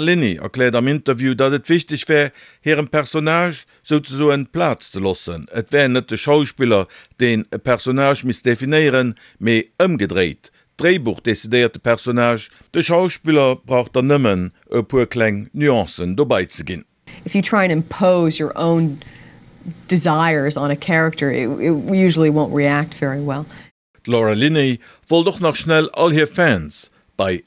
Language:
Luxembourgish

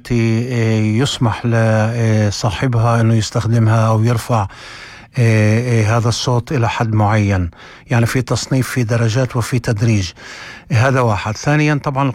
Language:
North Levantine Arabic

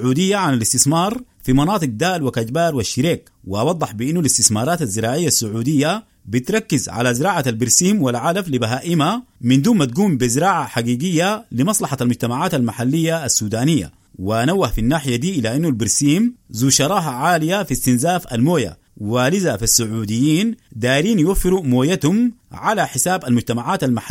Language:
Sudanese Arabic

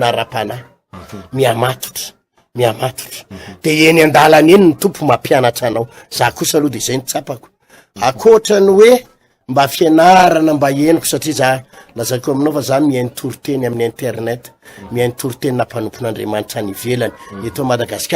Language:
Malagasy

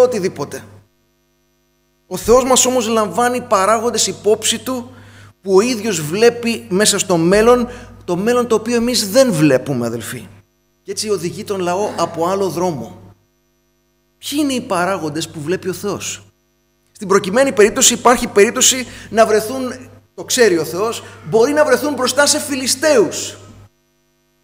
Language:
Greek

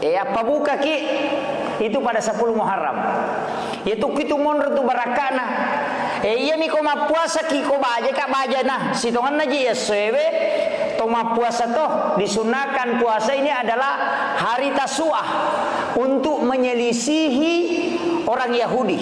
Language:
Buginese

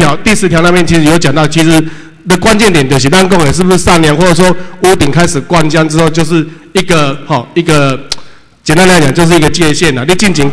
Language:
Chinese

